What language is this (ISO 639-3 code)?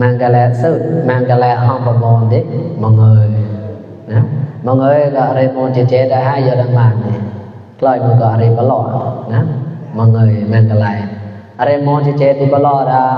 mnw